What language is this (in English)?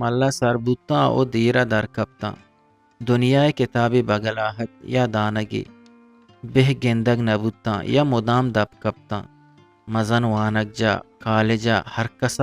Eastern Balochi